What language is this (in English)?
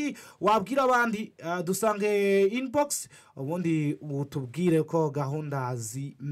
Kinyarwanda